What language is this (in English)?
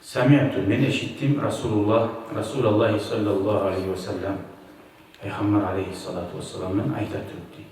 Kumyk